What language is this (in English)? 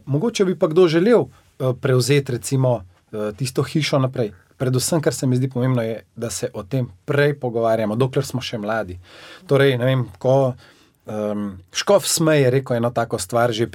Slovenian